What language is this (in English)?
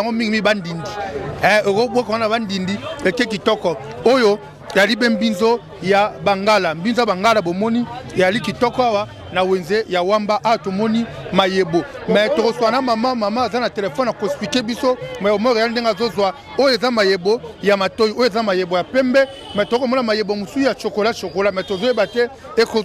Lingala